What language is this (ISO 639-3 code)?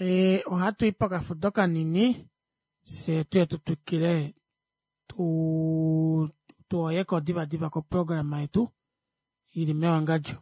kua